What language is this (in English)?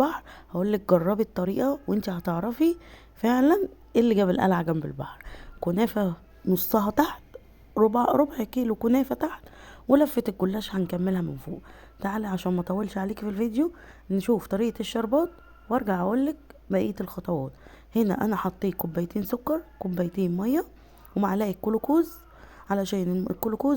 Egyptian Arabic